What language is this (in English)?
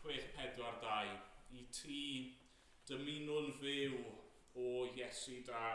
Welsh